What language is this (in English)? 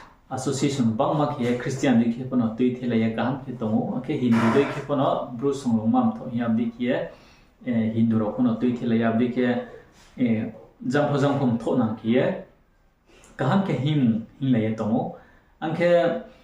Riang (India)